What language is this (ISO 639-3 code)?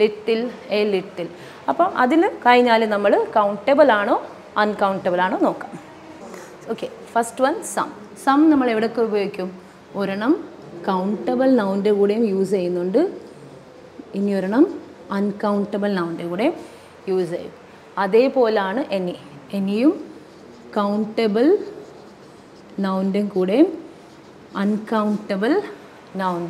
mal